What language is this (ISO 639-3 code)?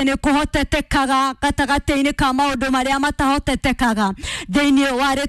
kik